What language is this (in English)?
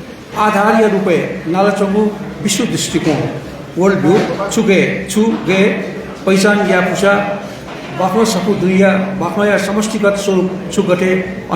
Newari